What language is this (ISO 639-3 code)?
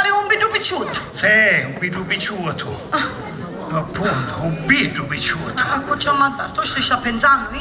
scn